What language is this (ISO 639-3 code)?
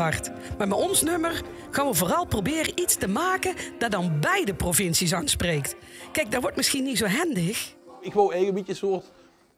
lim